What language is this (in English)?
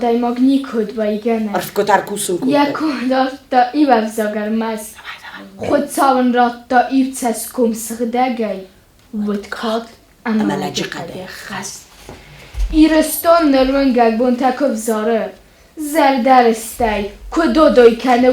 Ossetic